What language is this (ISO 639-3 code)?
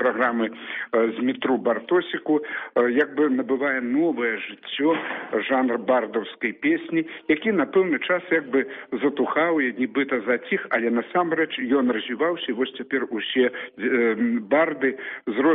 bel